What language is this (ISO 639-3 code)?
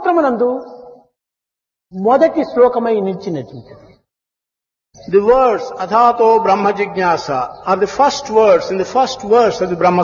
tel